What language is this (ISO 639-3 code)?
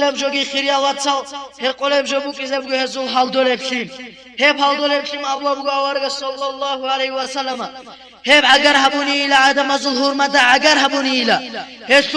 ava